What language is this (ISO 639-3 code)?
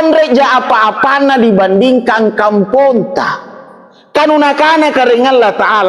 mak